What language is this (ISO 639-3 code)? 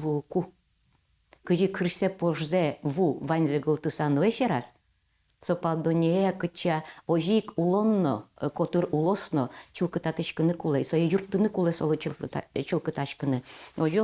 udm